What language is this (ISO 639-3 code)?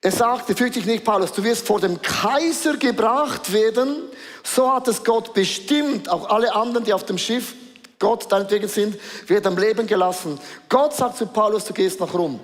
gsw